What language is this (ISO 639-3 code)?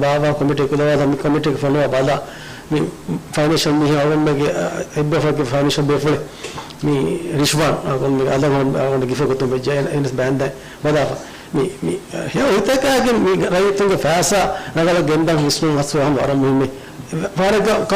div